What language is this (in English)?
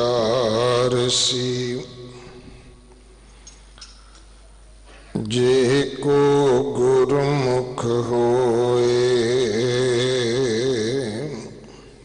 Punjabi